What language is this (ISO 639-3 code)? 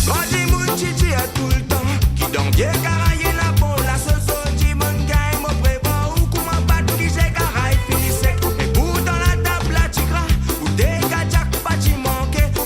mfe